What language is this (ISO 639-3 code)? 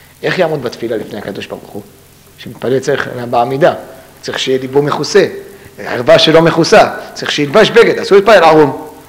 heb